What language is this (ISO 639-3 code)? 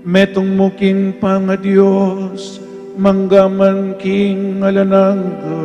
pam